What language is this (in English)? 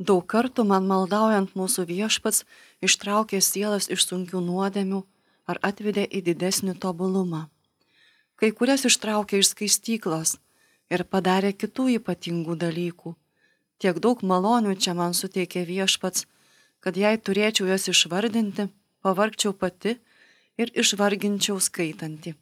Lithuanian